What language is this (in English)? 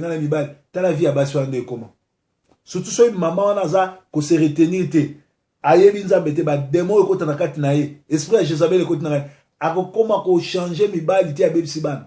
Lingala